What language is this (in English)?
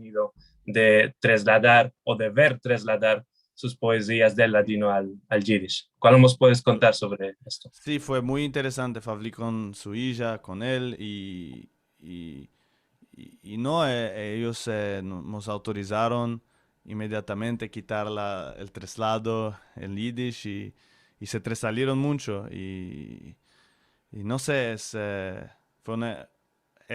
Ladino